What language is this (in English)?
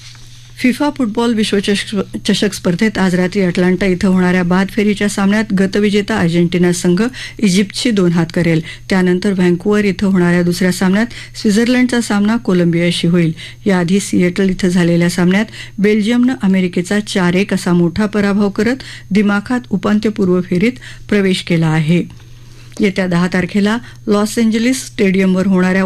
Marathi